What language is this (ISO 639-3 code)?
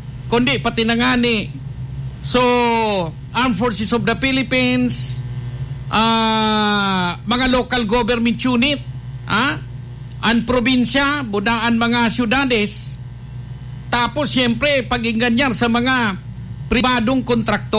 bik